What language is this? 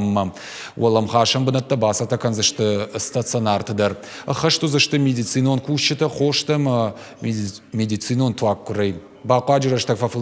Ossetic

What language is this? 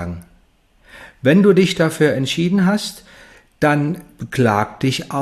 German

